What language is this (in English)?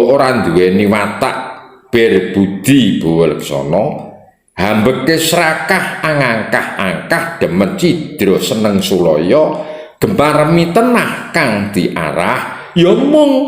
Javanese